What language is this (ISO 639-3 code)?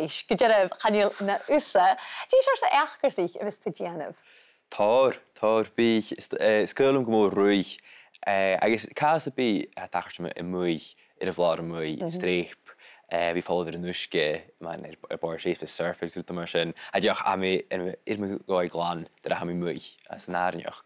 gla